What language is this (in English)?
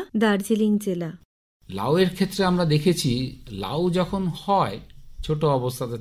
Bangla